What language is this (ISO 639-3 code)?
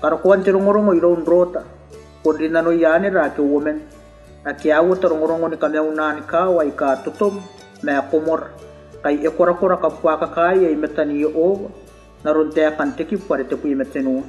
gil